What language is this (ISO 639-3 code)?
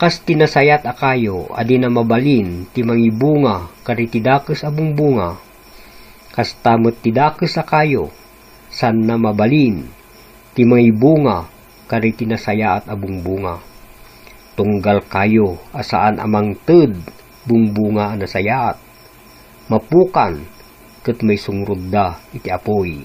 ilo